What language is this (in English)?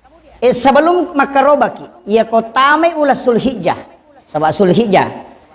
Buginese